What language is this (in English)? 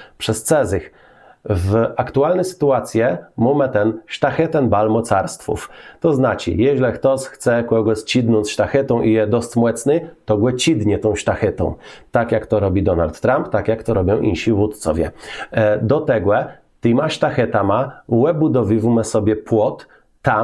Kashubian